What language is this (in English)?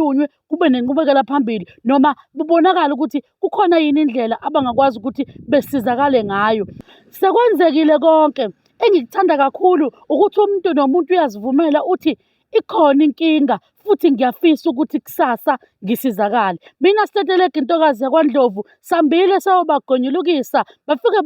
Zulu